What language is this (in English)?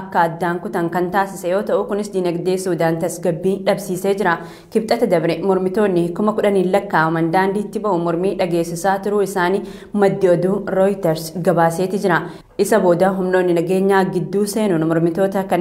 Oromo